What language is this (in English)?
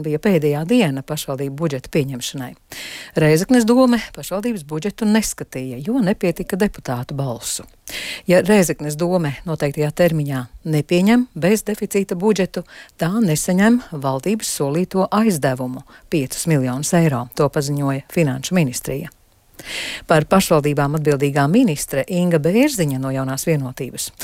Latvian